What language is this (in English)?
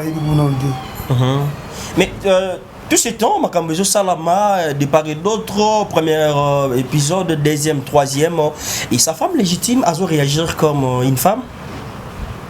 Lingala